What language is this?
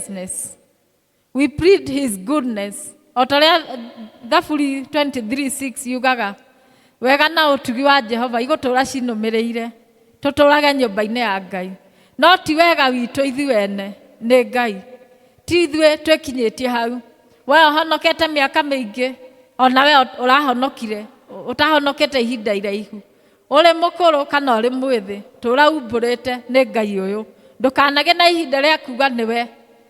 Kikuyu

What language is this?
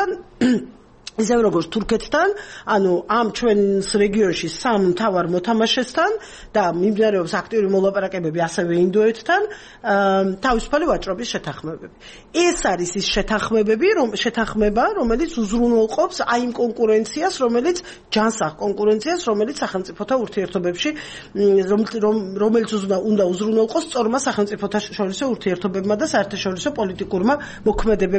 Georgian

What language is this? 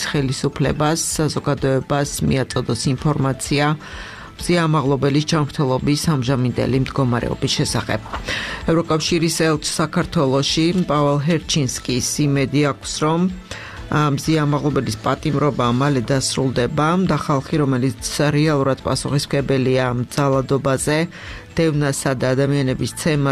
Georgian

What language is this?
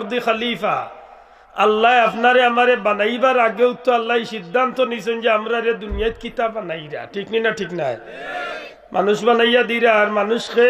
Sylheti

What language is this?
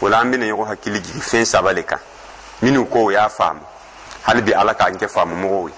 Dyula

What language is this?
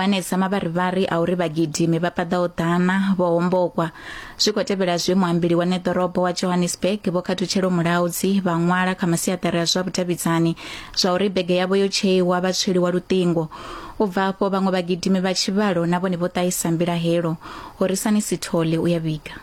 Venda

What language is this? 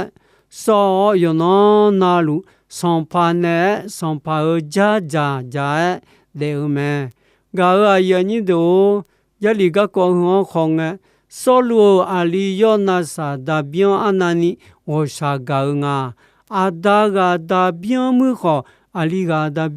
Akha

